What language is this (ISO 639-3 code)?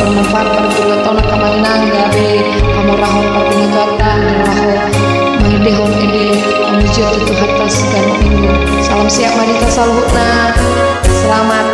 bbc